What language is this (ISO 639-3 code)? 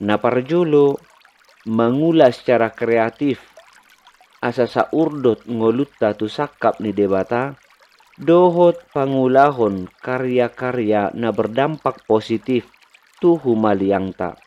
bbc